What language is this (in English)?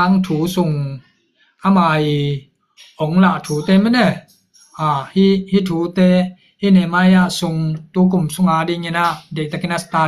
Tedim Chin